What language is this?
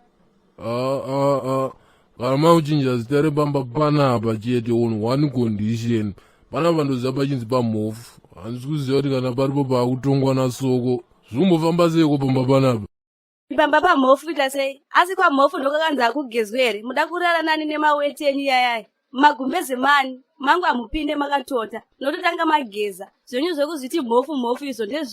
Shona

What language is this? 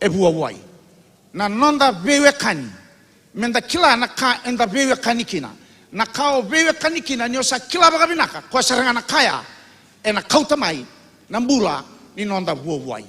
Fijian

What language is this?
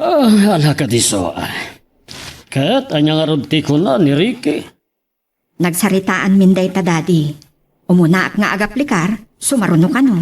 Iloko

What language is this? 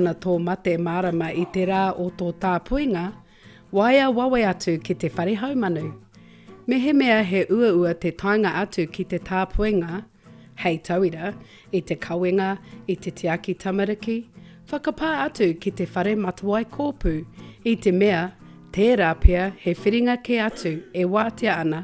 Māori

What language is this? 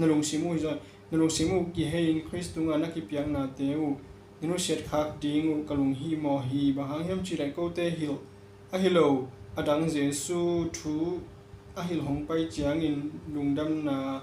Tedim Chin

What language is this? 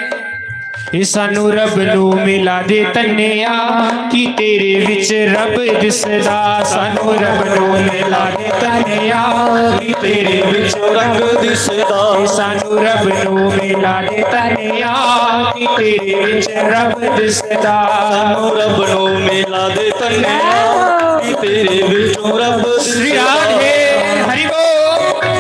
Dogri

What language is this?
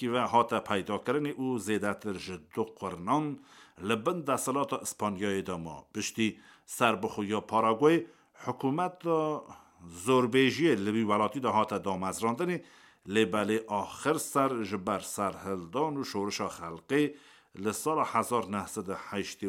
Kurdish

